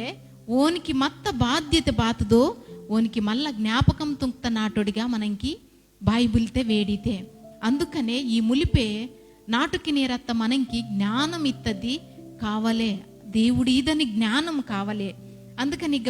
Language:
Koya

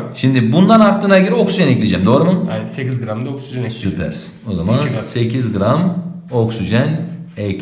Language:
Turkish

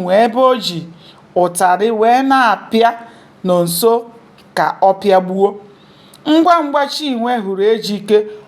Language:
Igbo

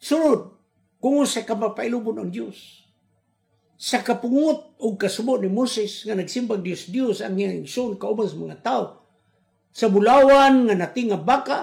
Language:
Cebuano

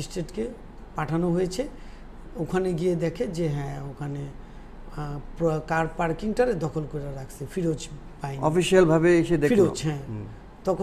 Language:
Bangla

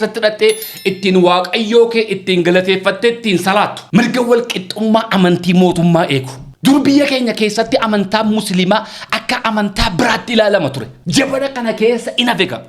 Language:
Oromo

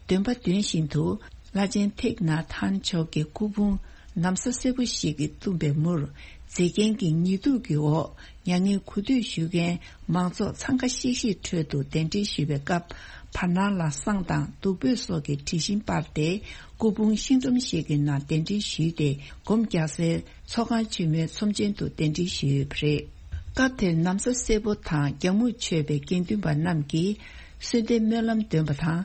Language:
Tibetan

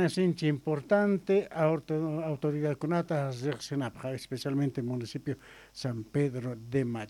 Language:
Quechua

